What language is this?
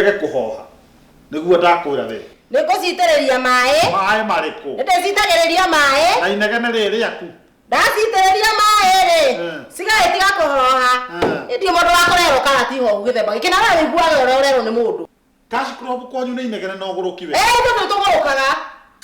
Kikuyu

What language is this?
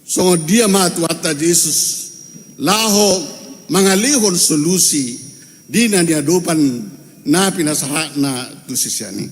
Batak Toba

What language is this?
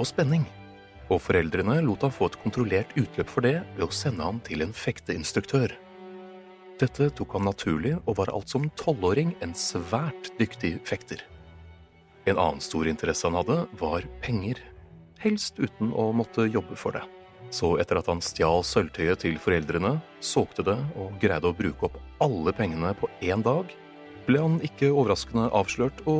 Norwegian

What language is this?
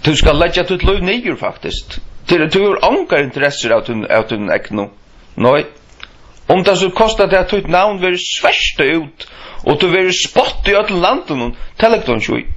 Faroese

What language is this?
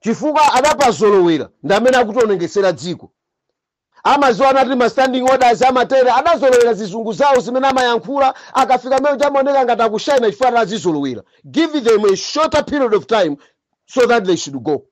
Nyanja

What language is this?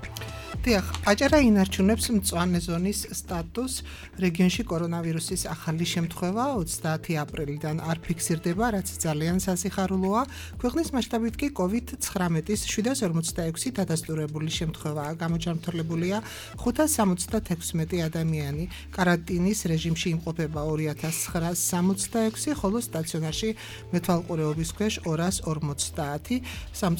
Georgian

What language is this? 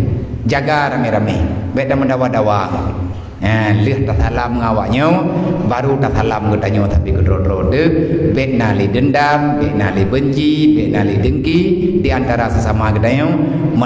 Achinese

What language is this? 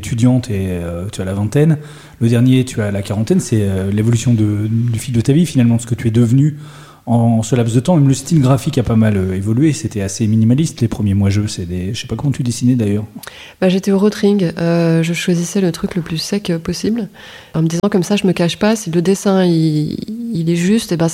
French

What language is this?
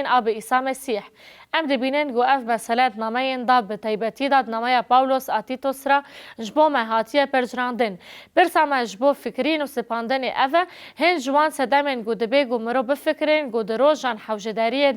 Kurdish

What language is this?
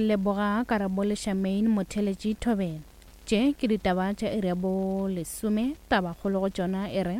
Northern Sotho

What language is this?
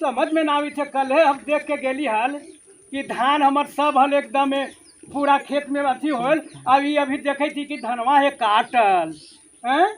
Magahi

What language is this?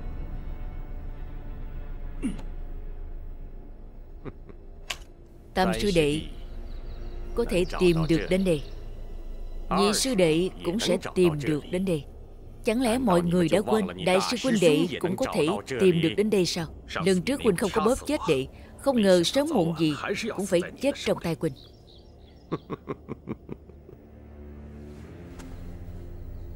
Vietnamese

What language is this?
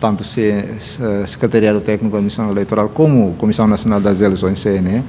Tetum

